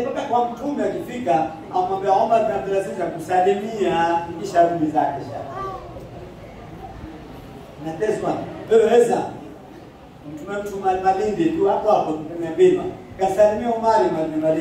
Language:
Swahili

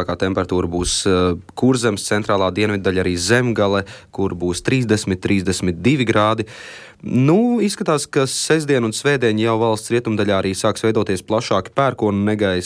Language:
Latvian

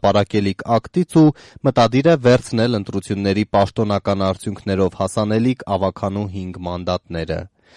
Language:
Armenian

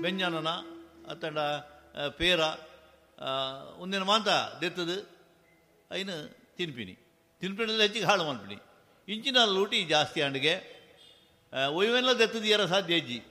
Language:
Tulu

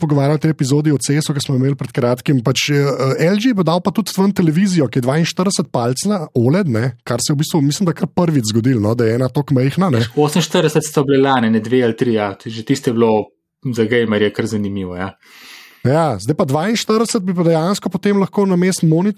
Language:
Slovenian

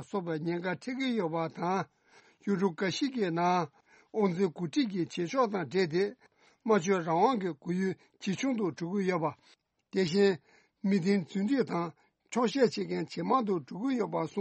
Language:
Tibetan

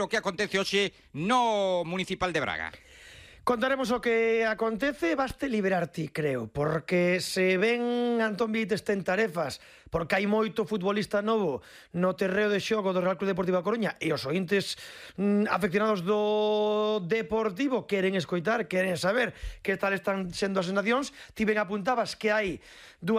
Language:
Galician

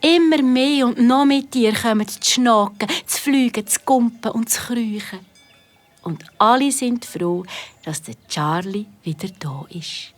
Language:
Swiss German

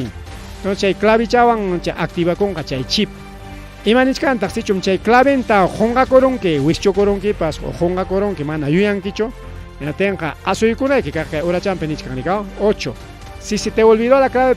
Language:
Ayacucho Quechua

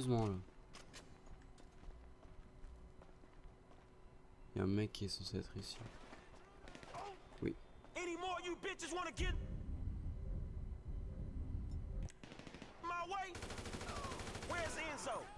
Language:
French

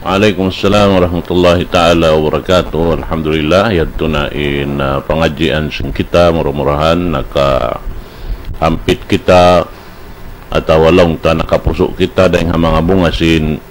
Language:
Tausug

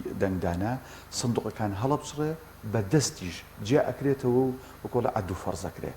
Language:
Central Kurdish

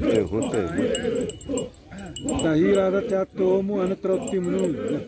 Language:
Xavánte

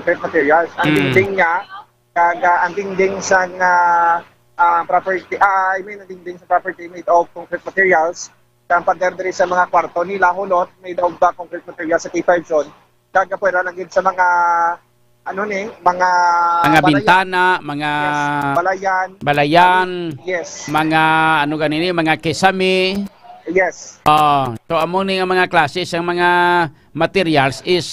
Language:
Hiligaynon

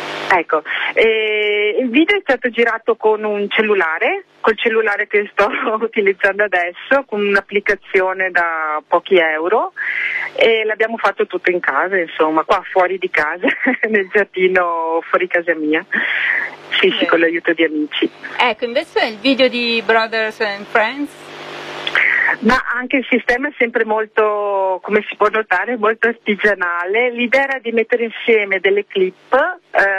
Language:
Italian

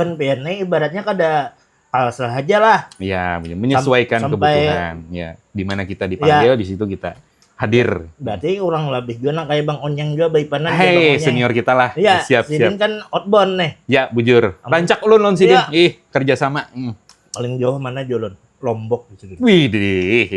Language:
Banjar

